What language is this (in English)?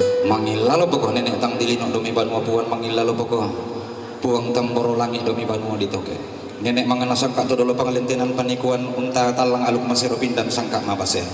Toraja-Sa'dan